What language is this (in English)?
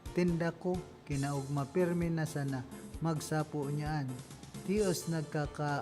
Bikol